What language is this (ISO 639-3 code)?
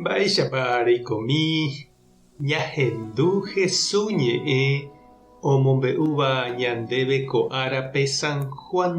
grn